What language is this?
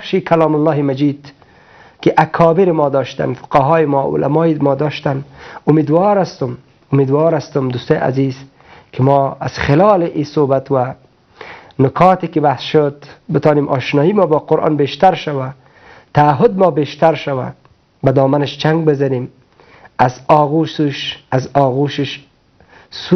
Persian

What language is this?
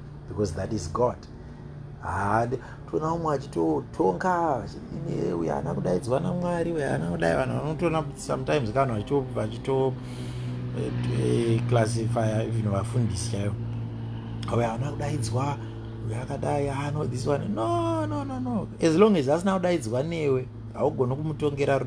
Shona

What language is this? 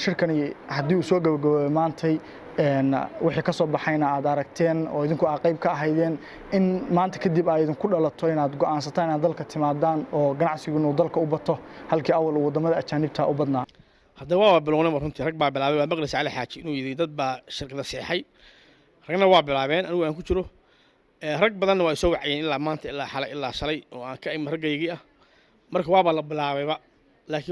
Somali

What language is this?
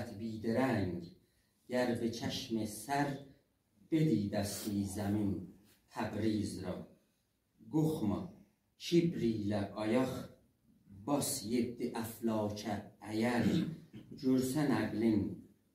South Azerbaijani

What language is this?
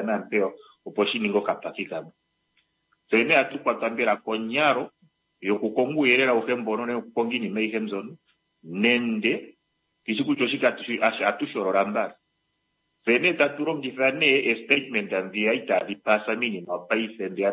Kuanyama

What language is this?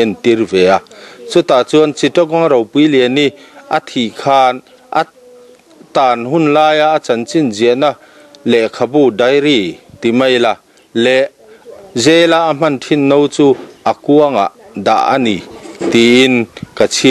Mizo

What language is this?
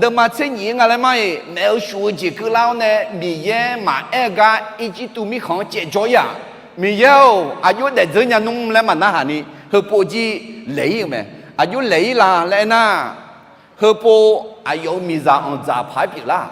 Akha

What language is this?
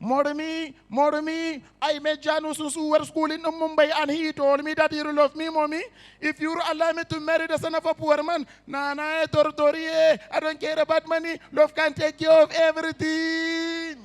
Nigerian Pidgin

